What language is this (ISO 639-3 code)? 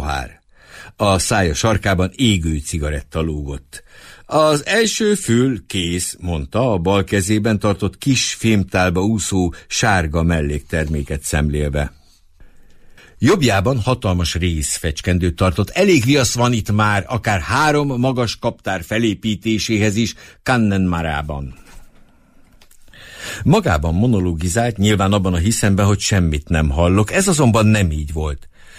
hun